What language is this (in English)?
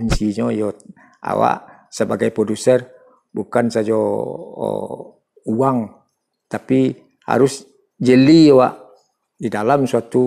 Minangkabau